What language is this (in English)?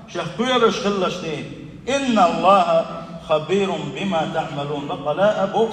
Chechen